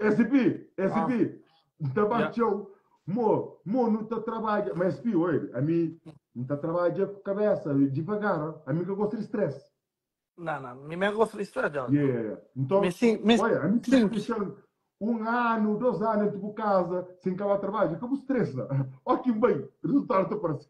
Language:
Kabuverdianu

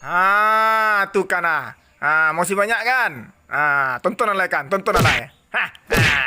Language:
Minangkabau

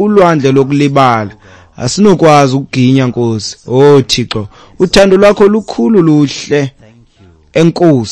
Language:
Xhosa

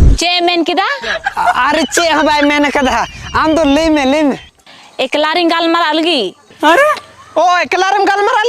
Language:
Santali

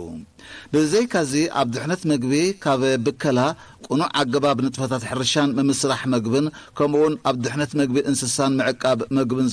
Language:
Tigrinya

